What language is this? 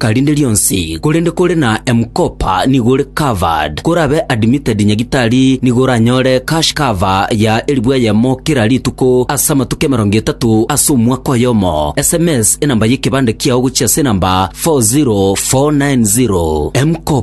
Gusii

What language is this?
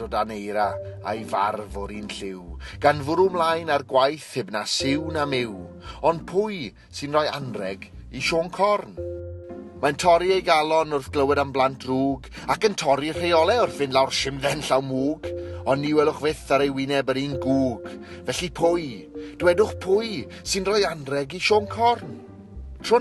Welsh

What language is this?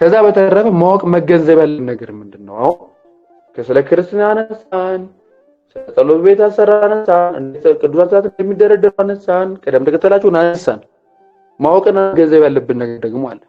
Amharic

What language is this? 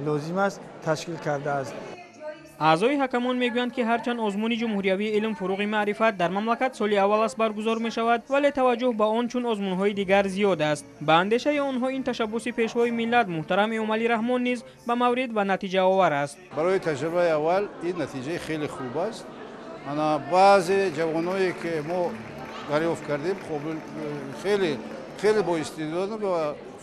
Tajik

